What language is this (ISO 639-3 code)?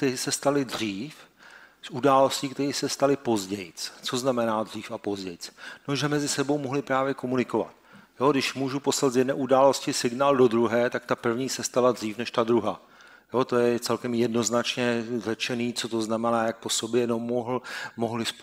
ces